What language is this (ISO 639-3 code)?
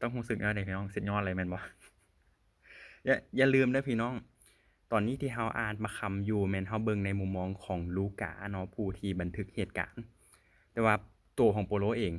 lao